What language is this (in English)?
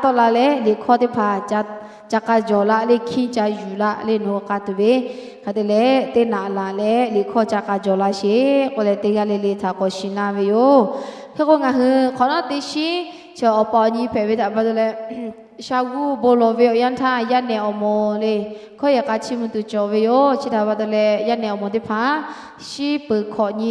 Lahu